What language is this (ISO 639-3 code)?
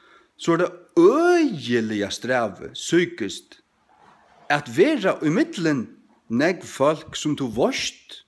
fao